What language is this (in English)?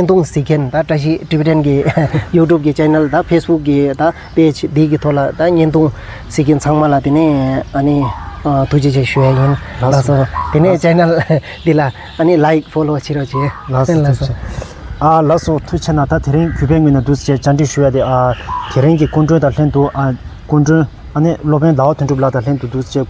Tibetan